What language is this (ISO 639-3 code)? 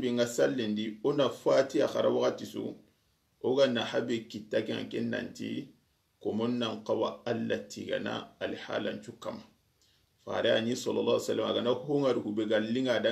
snk